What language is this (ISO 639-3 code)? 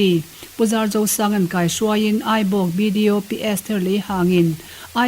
lus